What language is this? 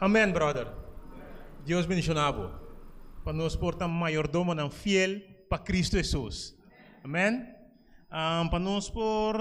Papiamento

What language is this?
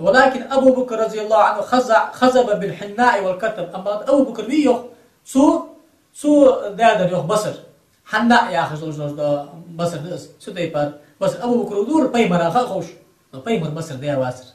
Ingush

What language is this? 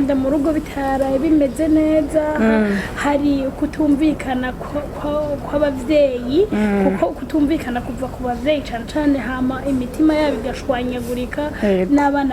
Rundi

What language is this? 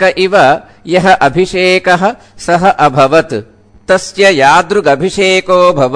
Sanskrit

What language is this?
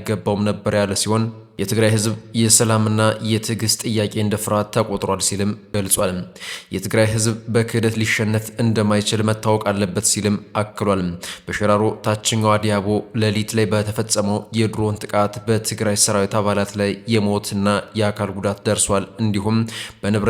Amharic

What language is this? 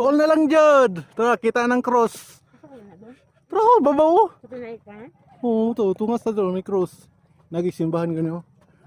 Cebuano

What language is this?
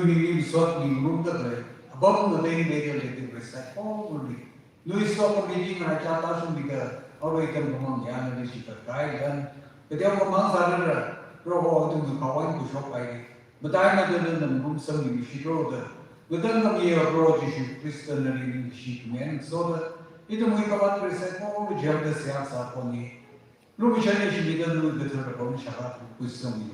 Tangkhul Naga (India)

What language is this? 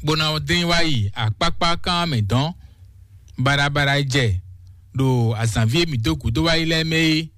Fon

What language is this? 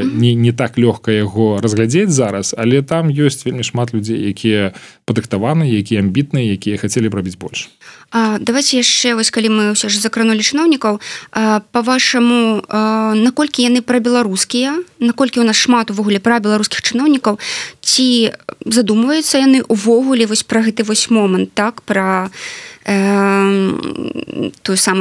Belarusian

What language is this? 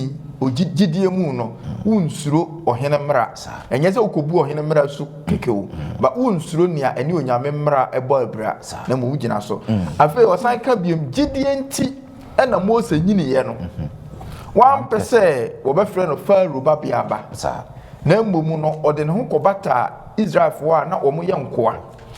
Akan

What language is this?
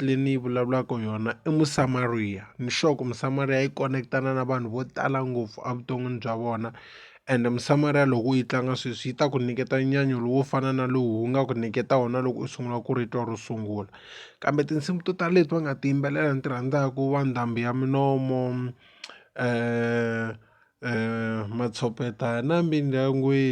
Tsonga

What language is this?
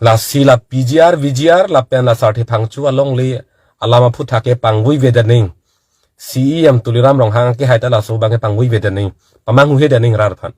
Karbi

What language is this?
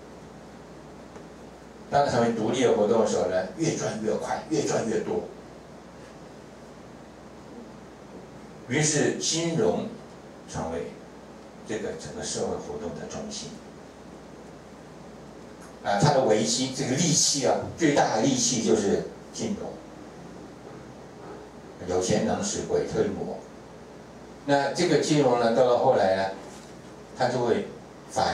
Chinese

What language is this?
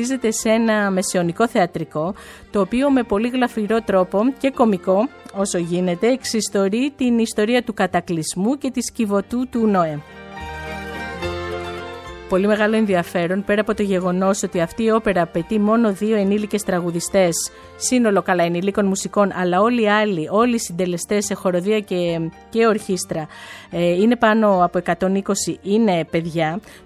Greek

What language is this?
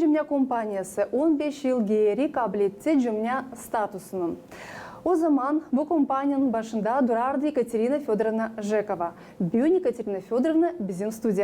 Gagauz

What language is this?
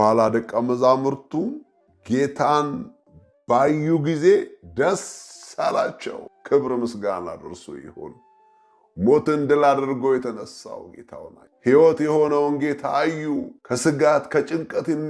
Amharic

